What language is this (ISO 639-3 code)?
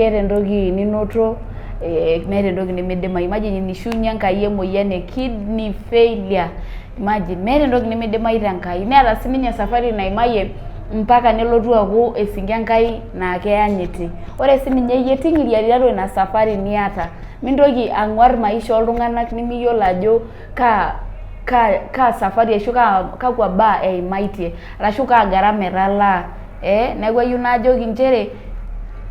mas